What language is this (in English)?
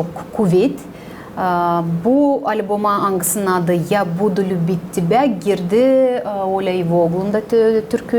Gagauz